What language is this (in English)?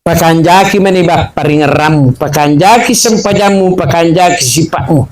Buginese